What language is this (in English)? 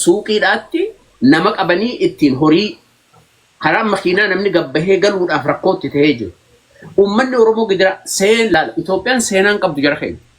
Oromo